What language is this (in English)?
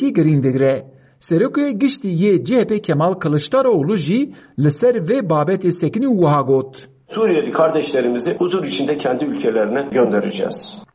Kurdish